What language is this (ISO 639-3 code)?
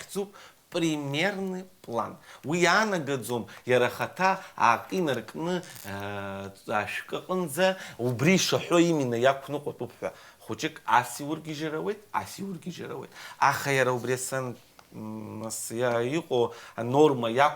abk